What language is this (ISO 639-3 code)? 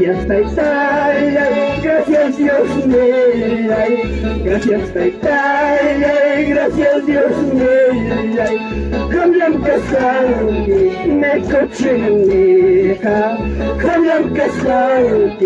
quy